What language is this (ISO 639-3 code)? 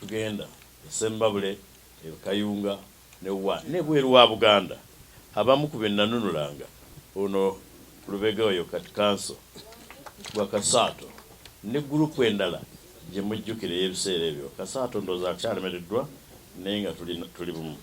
lug